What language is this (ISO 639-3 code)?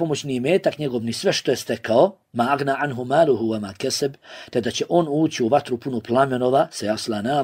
bos